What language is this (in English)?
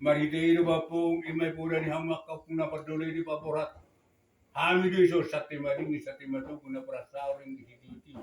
Batak Toba